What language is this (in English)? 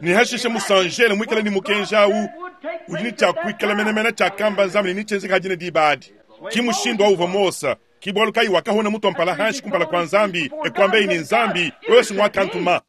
Luba-Lulua